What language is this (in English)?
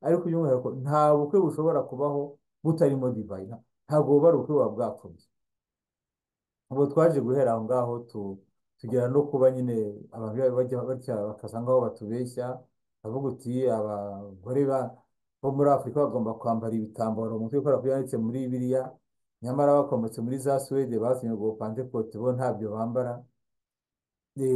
Kinyarwanda